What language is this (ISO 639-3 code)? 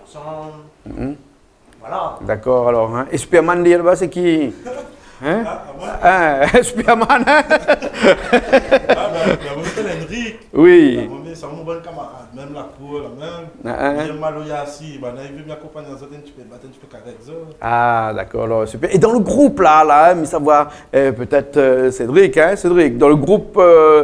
rcf